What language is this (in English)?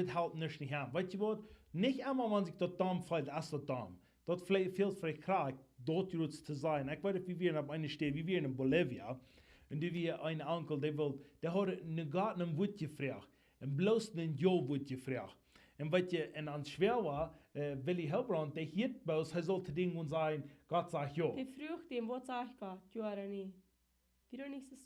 Plautdietsch